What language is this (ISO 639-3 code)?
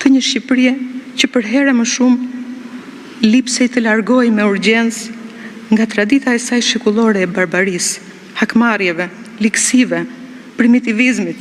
sqi